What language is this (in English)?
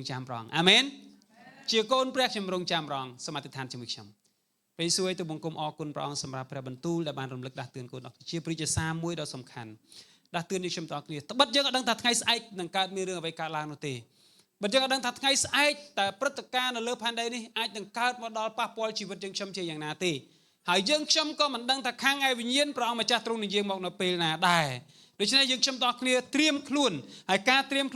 Khmer